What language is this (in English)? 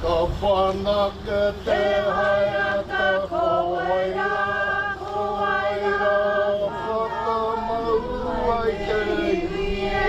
Māori